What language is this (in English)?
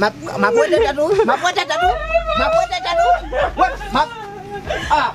Haitian Creole